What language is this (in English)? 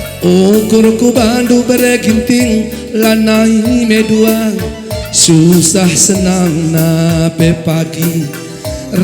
Batak Karo